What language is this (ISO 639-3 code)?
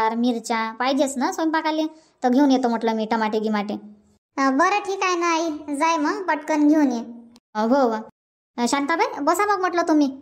mar